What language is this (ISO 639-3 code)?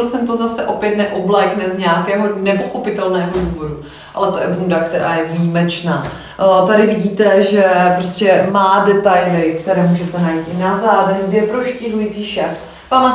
ces